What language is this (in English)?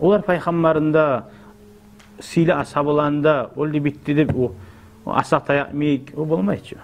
Kumyk